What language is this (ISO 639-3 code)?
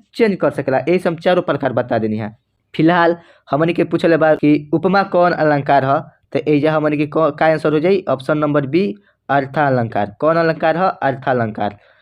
bho